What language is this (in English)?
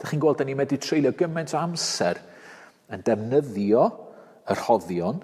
Welsh